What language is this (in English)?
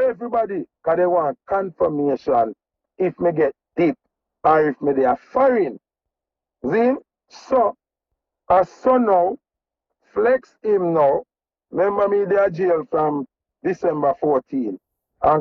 Jamaican Creole English